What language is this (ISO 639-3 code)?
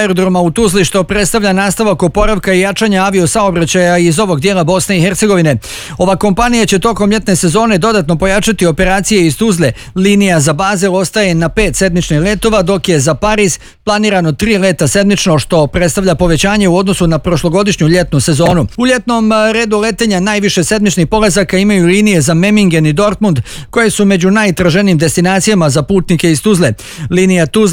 bos